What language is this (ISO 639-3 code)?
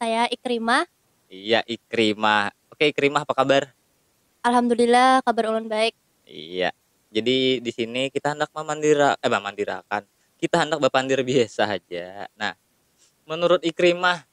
bjn